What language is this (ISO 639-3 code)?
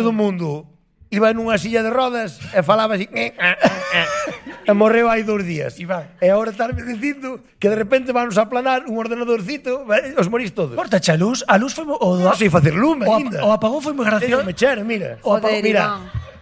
glg